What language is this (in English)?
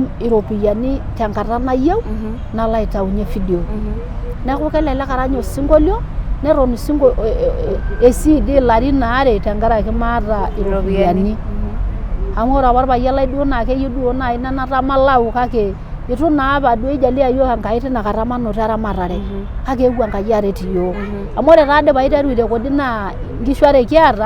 Masai